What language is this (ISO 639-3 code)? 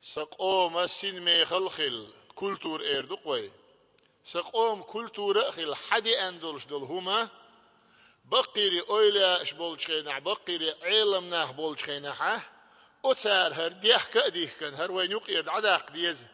che